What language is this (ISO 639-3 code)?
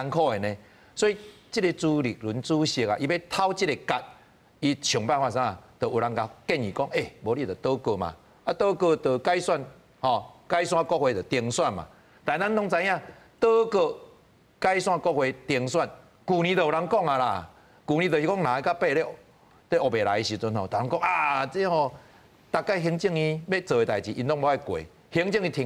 nan